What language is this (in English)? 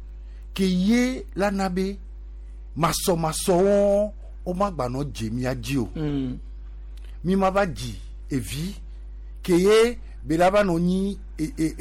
Gen